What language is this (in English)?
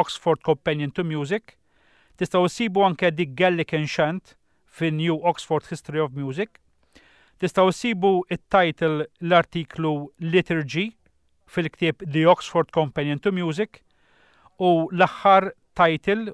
Maltese